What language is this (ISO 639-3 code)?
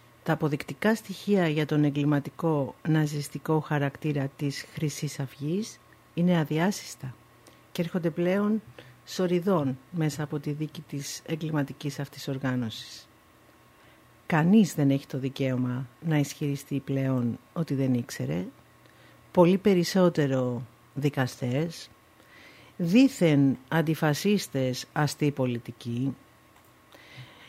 ell